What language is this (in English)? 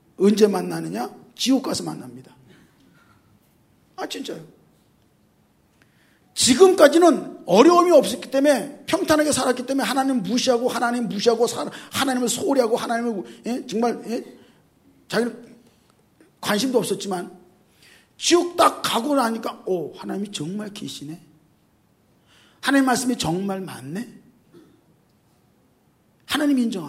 Korean